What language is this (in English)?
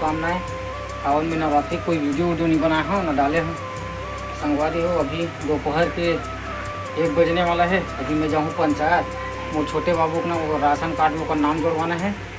Chhattisgarhi